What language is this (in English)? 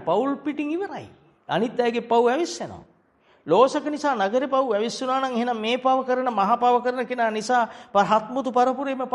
Sinhala